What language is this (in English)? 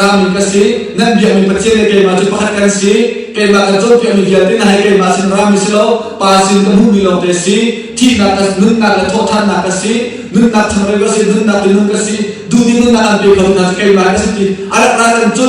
Hakha Chin